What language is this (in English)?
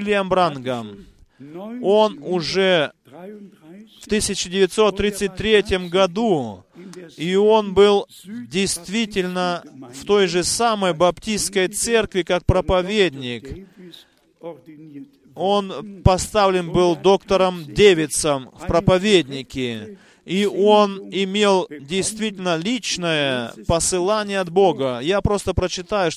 Russian